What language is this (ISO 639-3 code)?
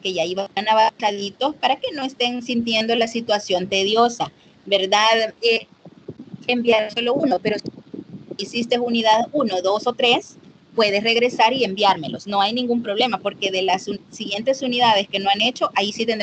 spa